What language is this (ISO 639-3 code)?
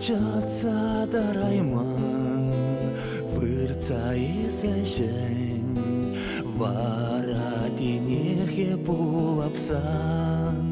chv